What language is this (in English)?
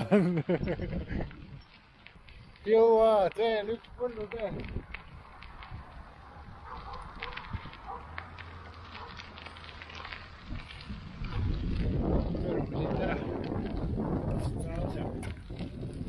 Estonian